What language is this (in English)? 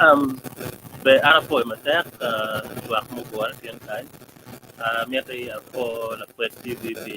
Acoli